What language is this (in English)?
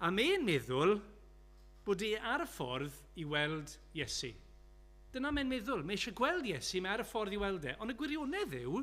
Welsh